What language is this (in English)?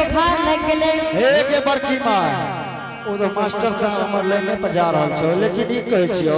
Angika